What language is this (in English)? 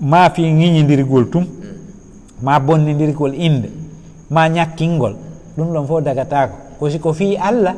Fula